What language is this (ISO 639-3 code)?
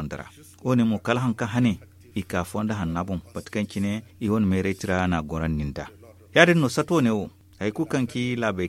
dje